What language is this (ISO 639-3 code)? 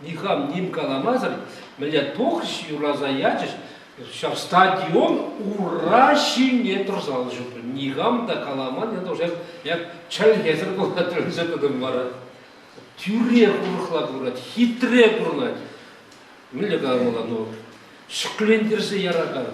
chv